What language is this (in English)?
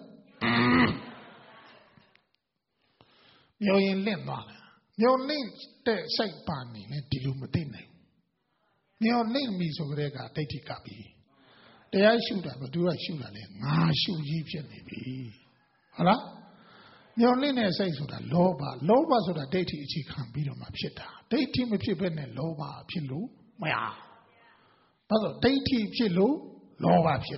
Burmese